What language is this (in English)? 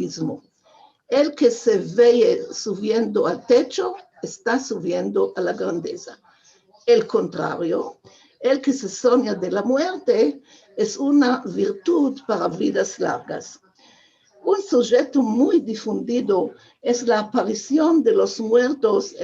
Ladino